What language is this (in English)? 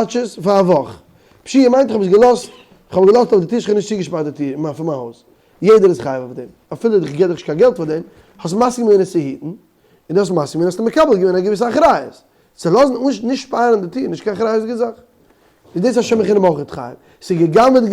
Yiddish